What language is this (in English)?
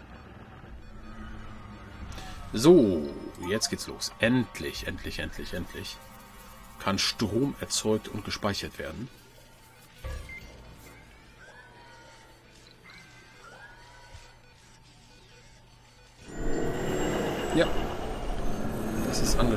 German